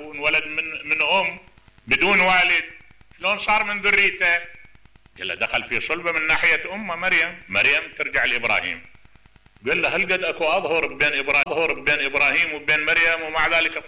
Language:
Mesopotamian Arabic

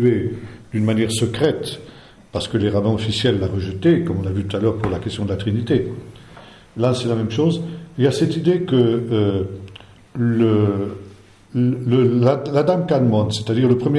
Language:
French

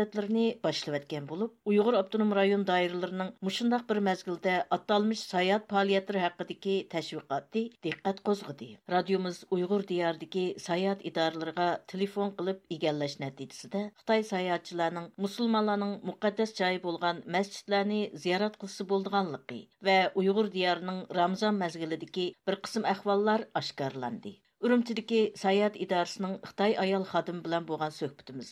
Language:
Uyghur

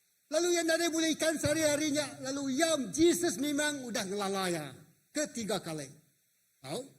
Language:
Iban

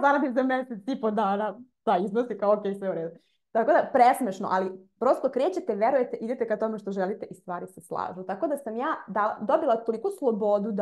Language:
Serbian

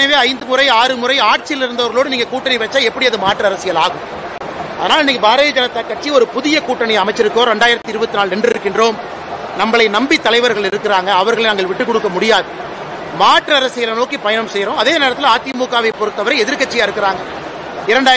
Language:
Tamil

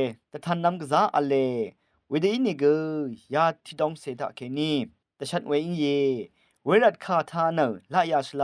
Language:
Rawang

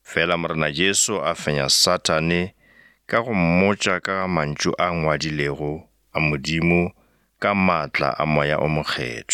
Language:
Northern Sotho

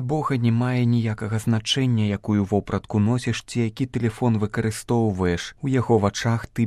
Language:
Belarusian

